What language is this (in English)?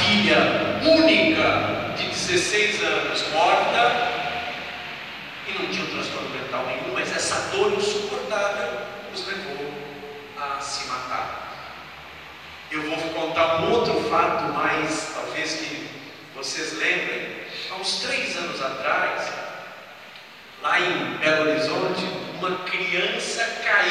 Portuguese